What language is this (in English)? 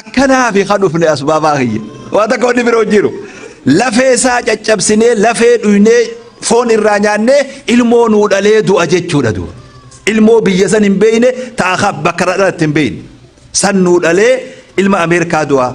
Oromo